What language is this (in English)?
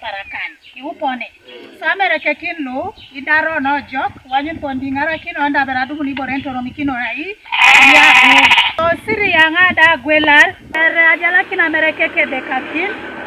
Teso